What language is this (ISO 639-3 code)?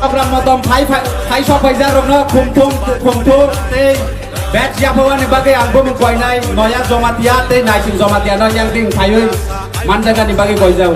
trp